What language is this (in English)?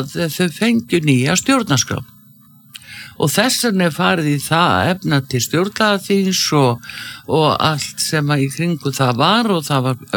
Icelandic